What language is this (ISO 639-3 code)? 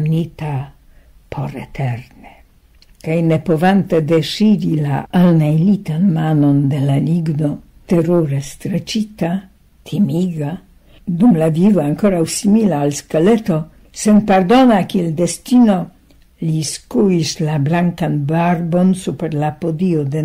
epo